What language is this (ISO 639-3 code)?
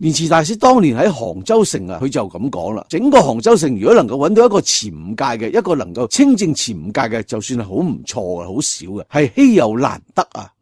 yue